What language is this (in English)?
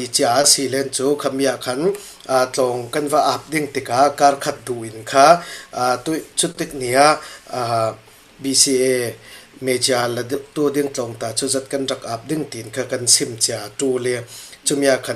Falam Chin